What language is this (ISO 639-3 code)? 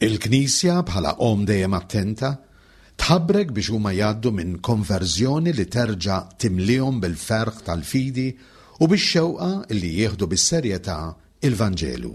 mlt